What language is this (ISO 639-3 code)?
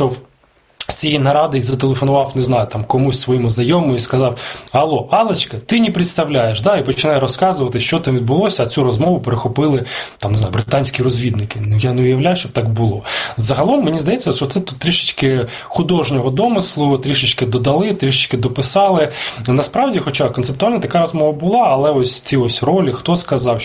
ukr